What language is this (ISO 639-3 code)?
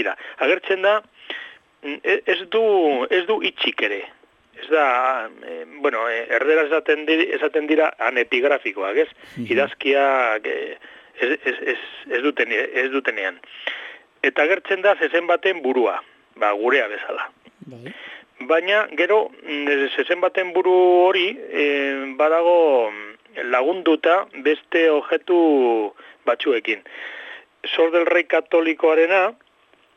eus